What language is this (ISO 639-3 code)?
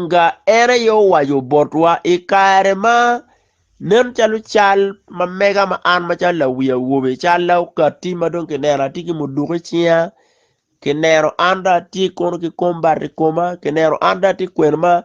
ach